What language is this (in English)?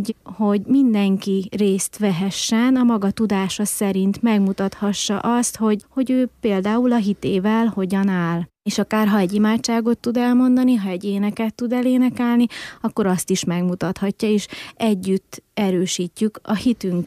Hungarian